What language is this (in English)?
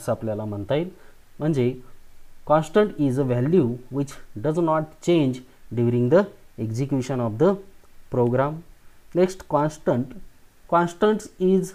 Marathi